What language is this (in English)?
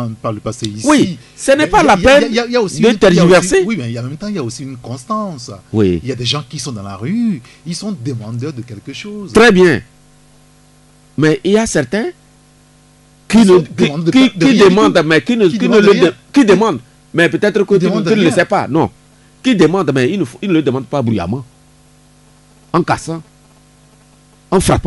French